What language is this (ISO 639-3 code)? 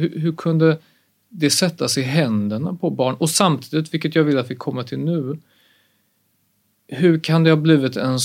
swe